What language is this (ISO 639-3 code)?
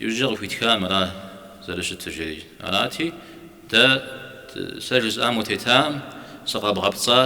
kbd